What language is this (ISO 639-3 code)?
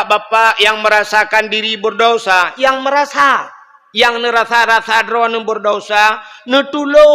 ace